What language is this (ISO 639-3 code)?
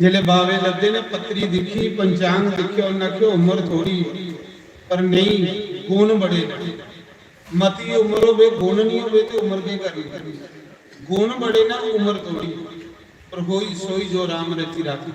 doi